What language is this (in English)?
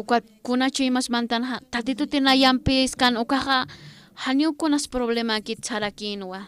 Aymara